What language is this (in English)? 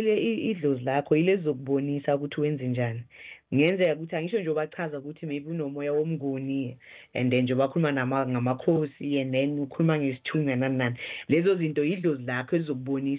South Ndebele